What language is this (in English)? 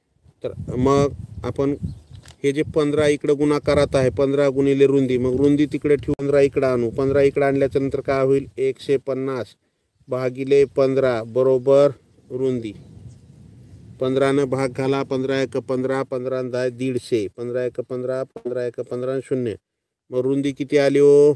Marathi